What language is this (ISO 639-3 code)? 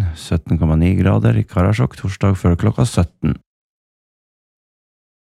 nor